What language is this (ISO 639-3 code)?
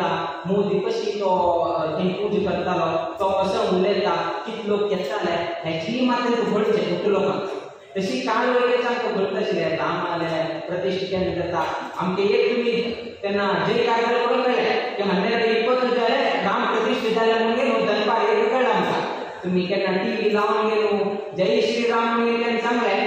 kok